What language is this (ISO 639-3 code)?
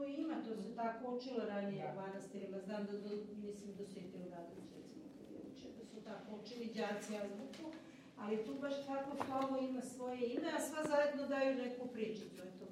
srp